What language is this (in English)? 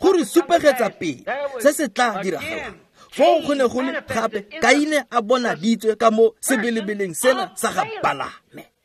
Tswana